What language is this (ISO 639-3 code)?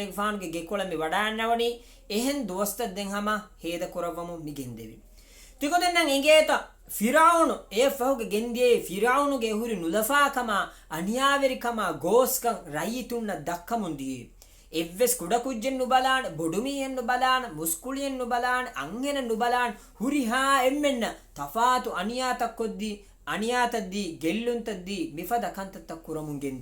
div